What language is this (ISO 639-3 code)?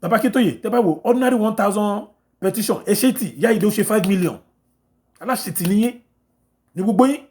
yor